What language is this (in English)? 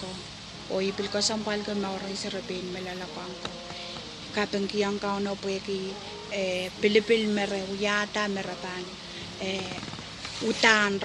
Pohnpeian